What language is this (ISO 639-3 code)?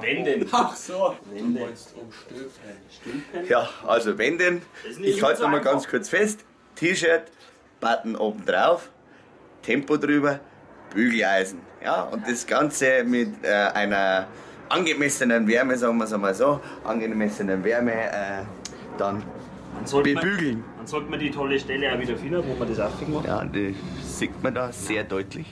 bar